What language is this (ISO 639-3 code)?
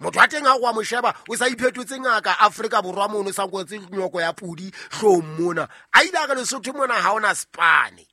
sot